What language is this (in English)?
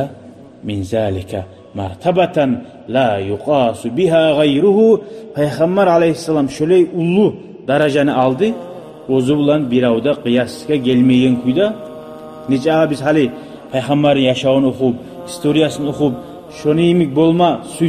Kumyk